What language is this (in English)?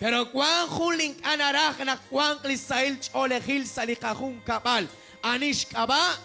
Kekchí